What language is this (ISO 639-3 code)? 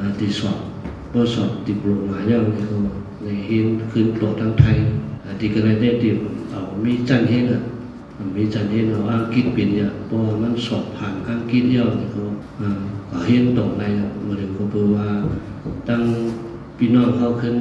shn